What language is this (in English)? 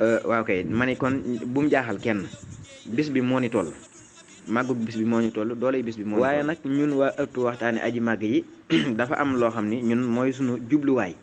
Wolof